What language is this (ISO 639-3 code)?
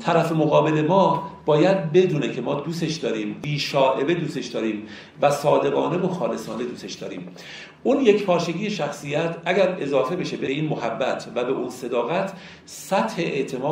fas